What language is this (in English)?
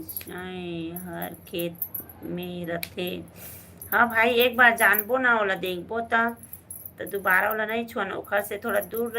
Chhattisgarhi